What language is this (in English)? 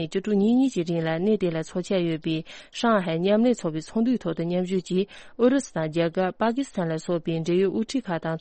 Tibetan